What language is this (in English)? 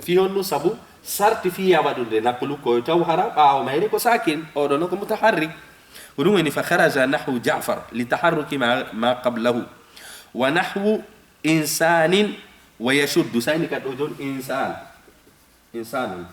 Fula